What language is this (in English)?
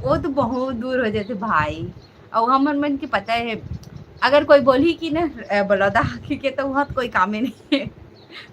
Chhattisgarhi